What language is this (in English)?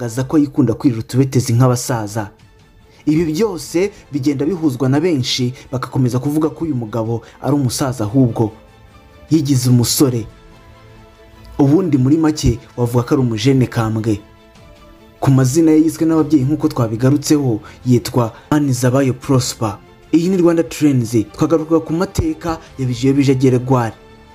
Kinyarwanda